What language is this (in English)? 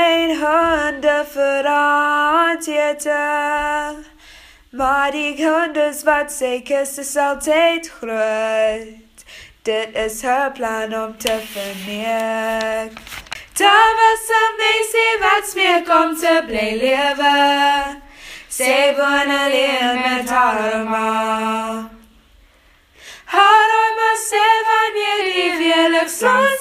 Afrikaans